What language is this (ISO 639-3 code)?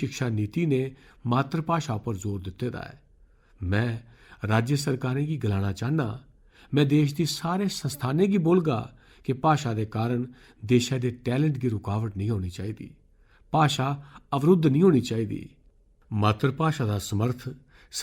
doi